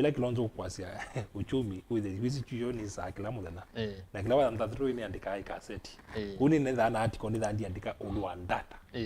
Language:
Kamba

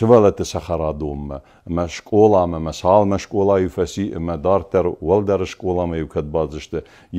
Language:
Ossetic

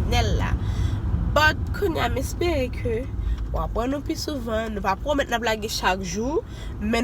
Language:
Haitian Creole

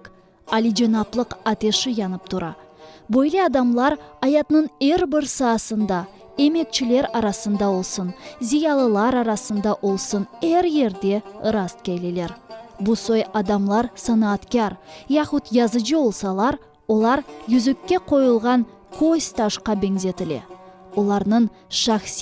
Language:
Crimean Tatar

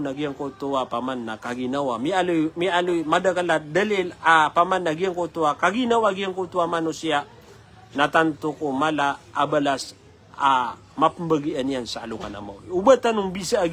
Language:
Maranao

